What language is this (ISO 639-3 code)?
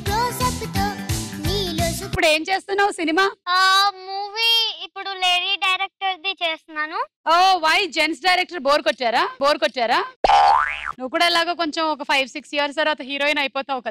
tel